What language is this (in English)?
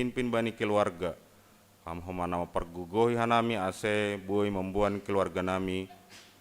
Batak Simalungun